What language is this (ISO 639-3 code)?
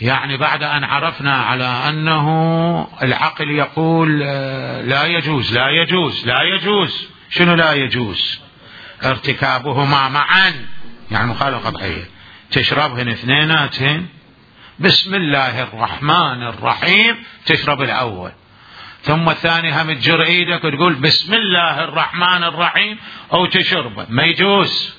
acm